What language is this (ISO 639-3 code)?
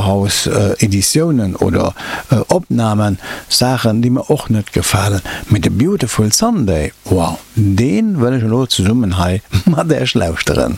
ltz